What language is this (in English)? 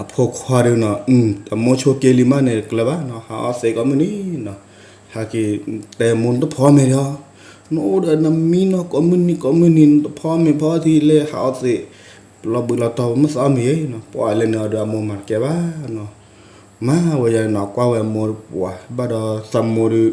S'gaw Karen